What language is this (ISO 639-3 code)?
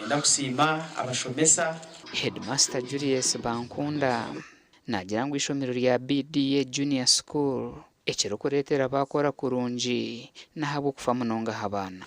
nyn